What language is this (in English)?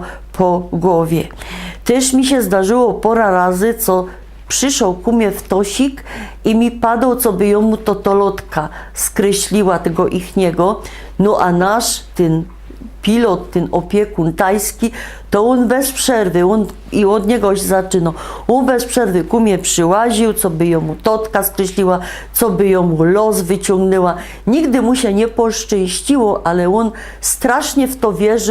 Silesian